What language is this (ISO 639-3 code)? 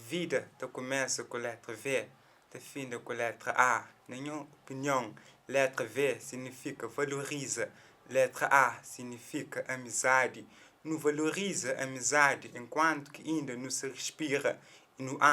kea